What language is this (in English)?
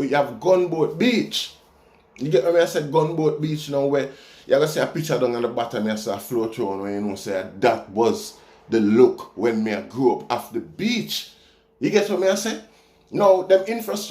Jamaican Creole English